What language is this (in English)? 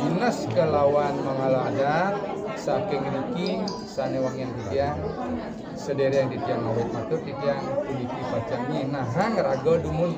Balinese